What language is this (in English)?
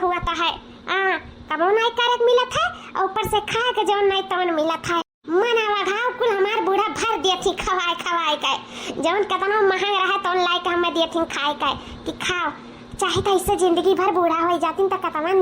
Awadhi